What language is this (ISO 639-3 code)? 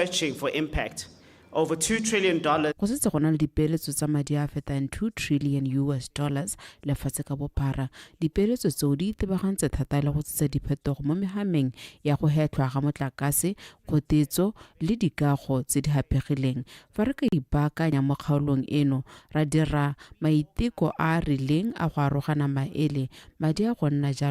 tsn